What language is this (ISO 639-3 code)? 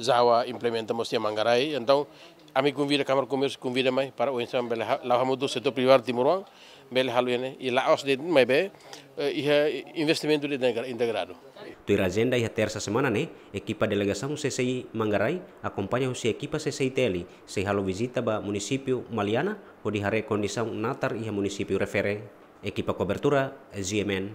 tet